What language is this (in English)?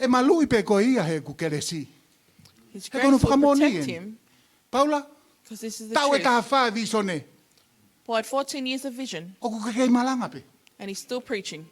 Tongan